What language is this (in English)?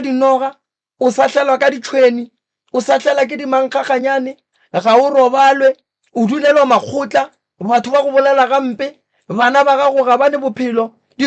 Northern Sotho